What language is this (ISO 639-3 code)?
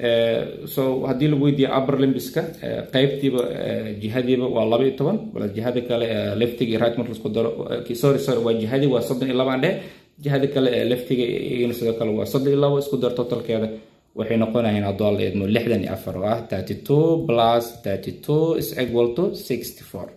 som